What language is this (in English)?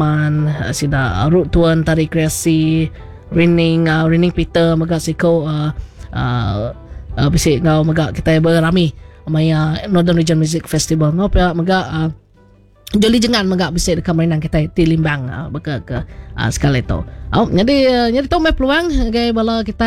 Iban